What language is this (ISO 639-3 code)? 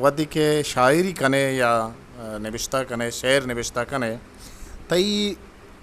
bgp